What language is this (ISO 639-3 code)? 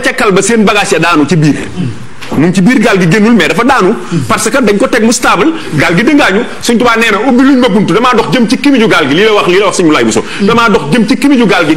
wol